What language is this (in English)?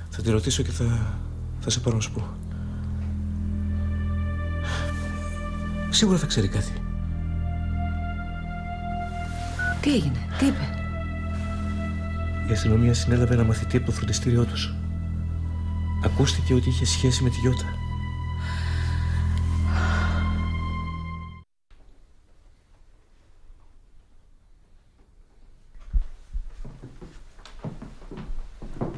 Greek